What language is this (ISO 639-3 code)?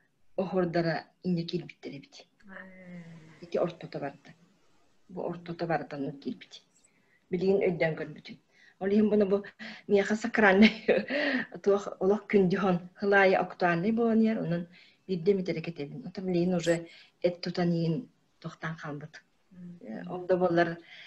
sah